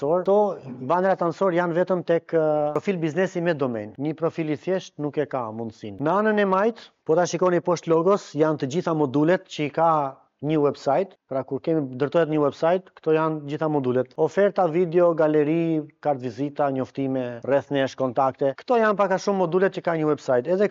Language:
Albanian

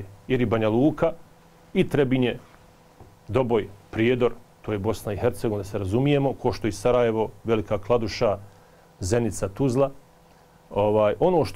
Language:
Bosnian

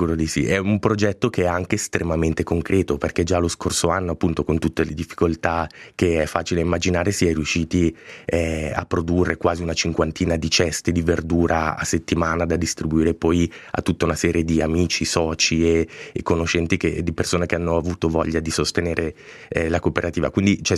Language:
Italian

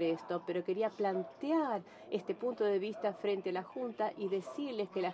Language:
Spanish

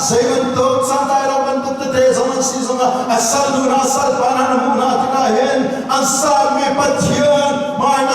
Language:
Falam Chin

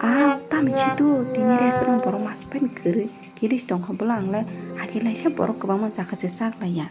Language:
Kok Borok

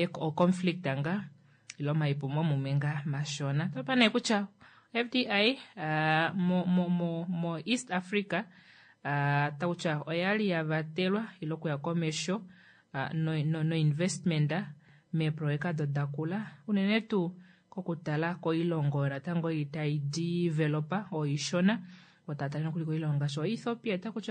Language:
Kuanyama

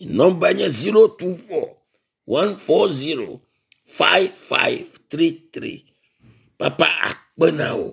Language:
Ewe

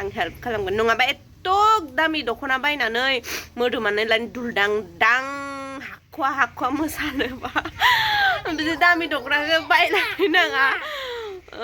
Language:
Bodo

